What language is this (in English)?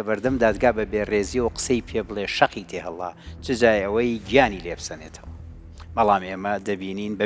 Central Kurdish